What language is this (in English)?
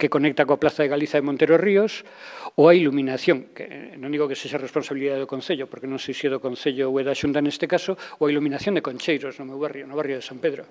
Galician